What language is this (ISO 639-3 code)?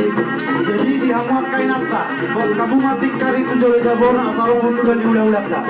bbc